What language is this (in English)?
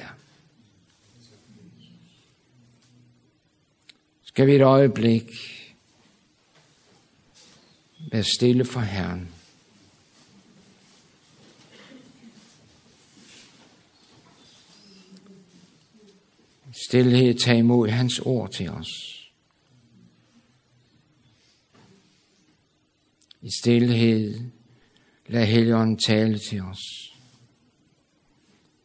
Danish